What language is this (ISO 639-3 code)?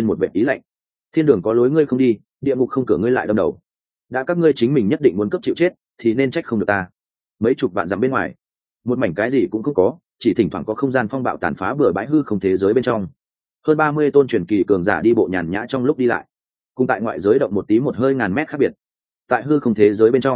vie